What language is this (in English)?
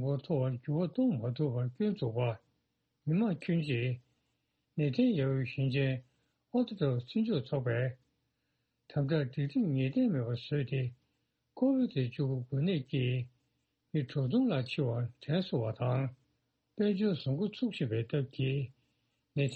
Tibetan